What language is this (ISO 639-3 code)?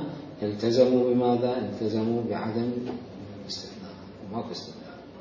acm